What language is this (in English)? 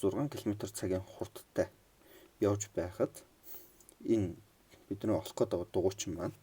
Mongolian